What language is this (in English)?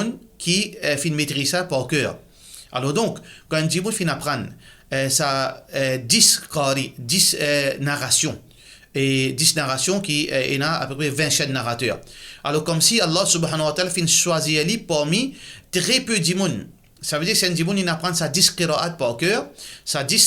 Morisyen